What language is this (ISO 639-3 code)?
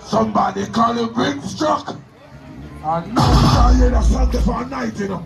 jam